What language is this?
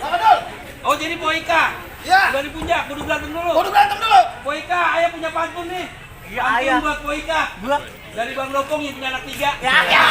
Betawi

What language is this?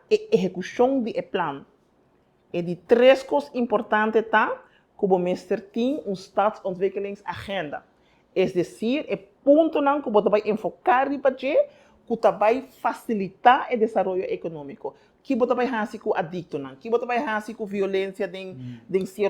Papiamento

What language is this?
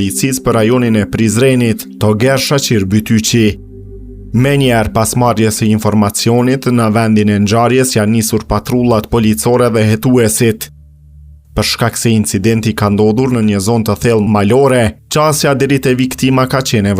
Albanian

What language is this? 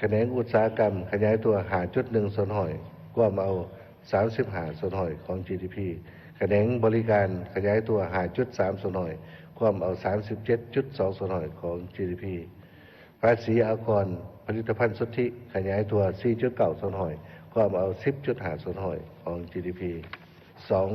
Lao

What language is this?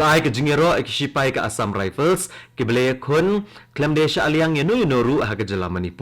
Khasi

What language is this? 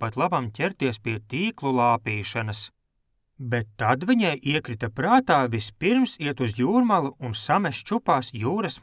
Latvian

